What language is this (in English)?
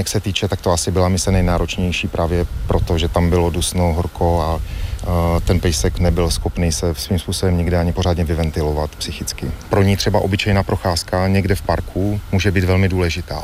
Czech